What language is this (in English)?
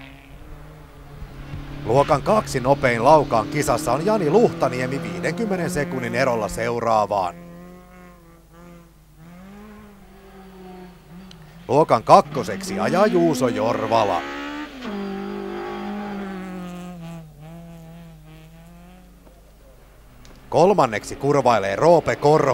Finnish